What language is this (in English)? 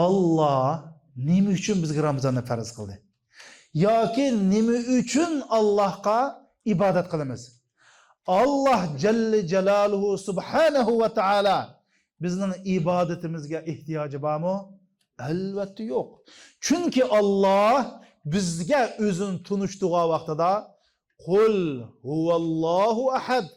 Uyghur